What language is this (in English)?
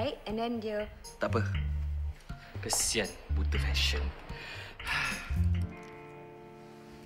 Malay